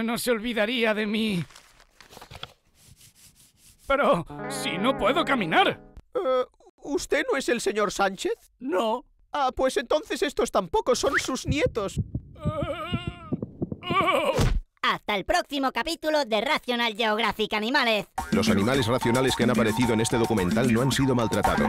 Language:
Spanish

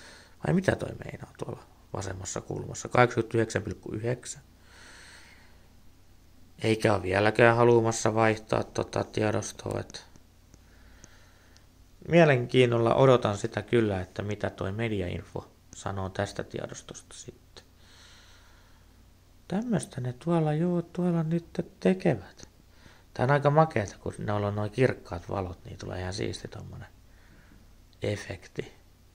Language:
Finnish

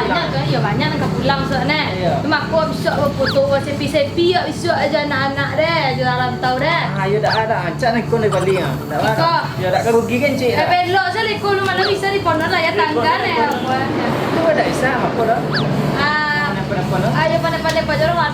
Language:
Minangkabau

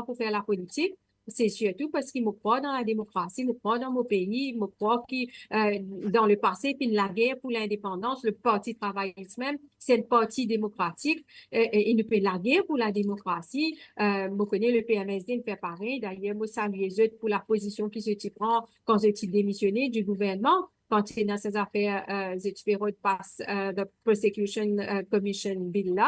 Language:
Morisyen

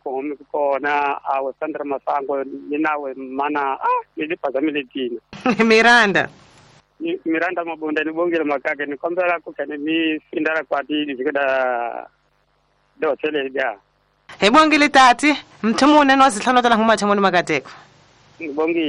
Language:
Tsonga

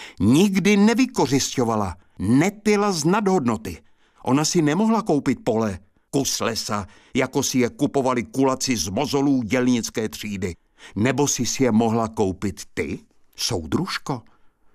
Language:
Czech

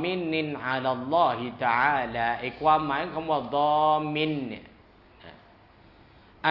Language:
Thai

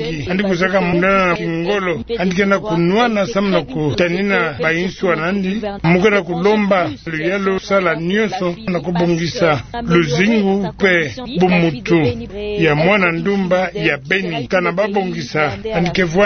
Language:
Kituba (Democratic Republic of Congo)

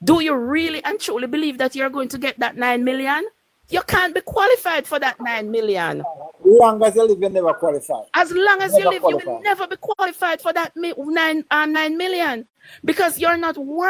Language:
Jamaican Creole English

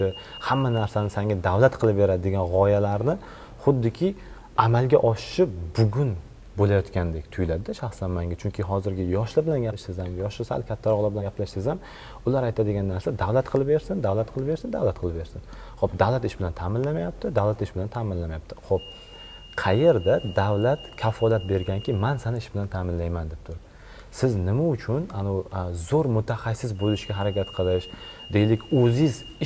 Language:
Uzbek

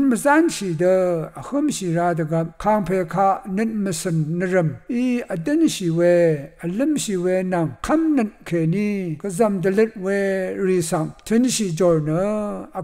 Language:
Rawang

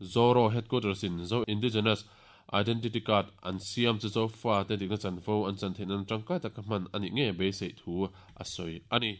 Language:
Mizo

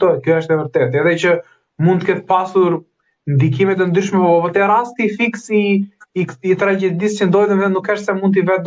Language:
Albanian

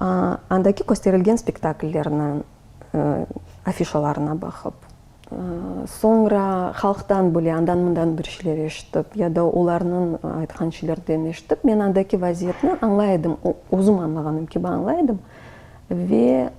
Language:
Crimean Tatar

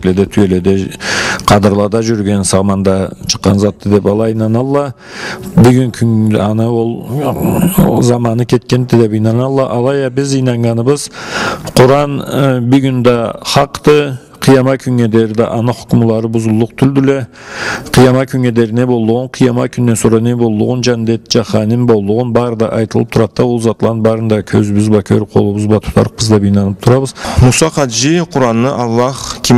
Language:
Karachay-Balkar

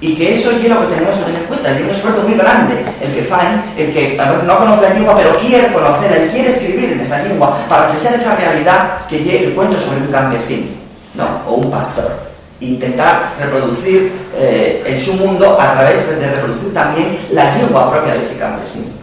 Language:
Asturian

